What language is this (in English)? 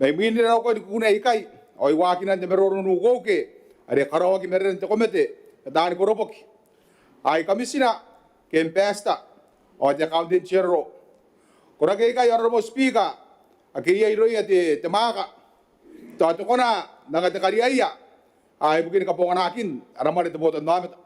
Gilbertese